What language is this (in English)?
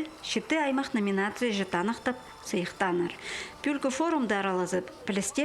Khakas